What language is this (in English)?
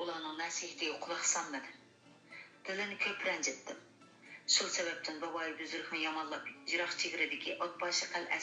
Uyghur